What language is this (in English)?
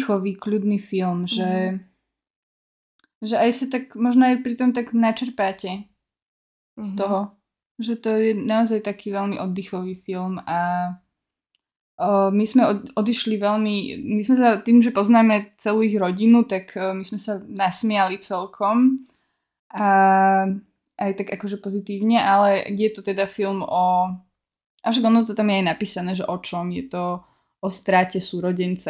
Slovak